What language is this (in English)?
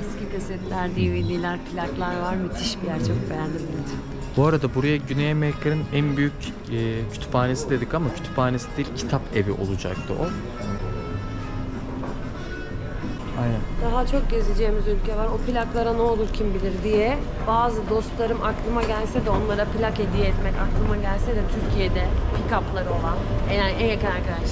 Turkish